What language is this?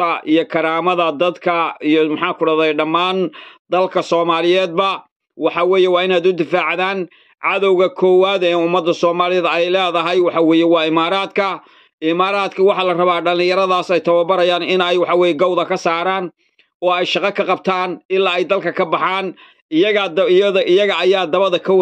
Somali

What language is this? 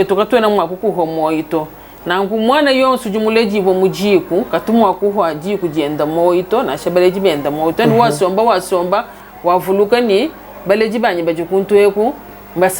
Luba-Lulua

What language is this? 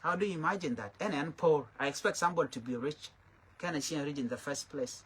Nuer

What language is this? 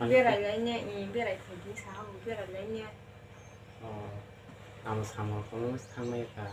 Kok Borok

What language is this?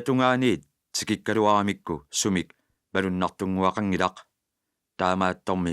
Kalaallisut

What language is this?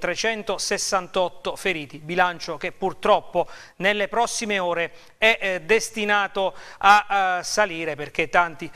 Italian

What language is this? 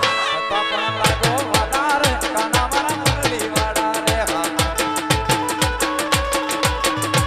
Gujarati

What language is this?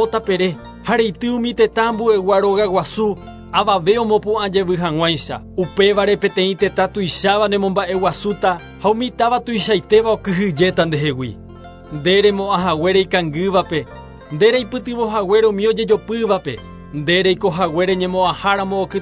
Guarani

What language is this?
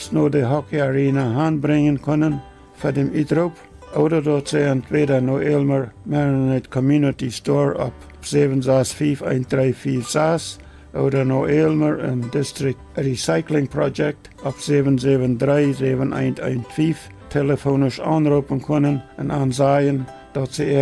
Plautdietsch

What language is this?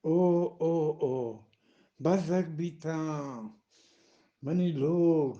Eastern Balochi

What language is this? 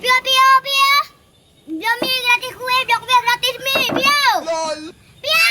Achinese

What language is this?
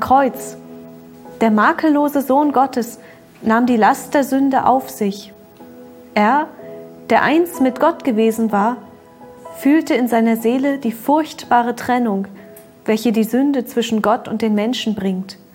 German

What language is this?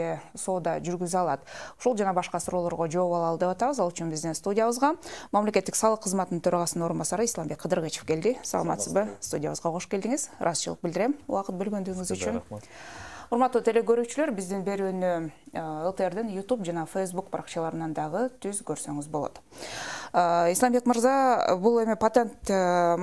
Kyrgyz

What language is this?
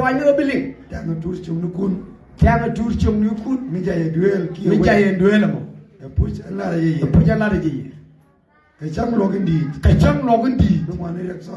Nuer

